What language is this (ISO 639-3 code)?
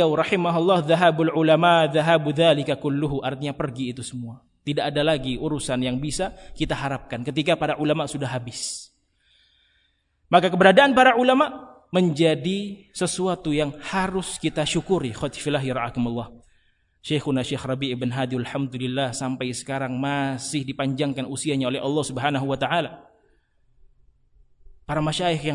ind